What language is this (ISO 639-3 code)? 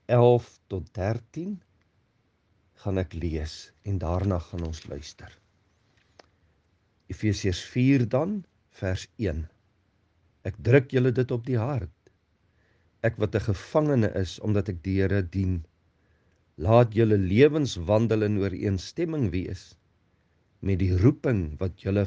afr